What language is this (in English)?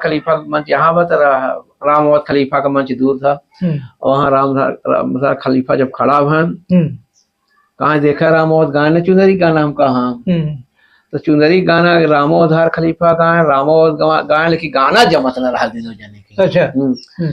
Awadhi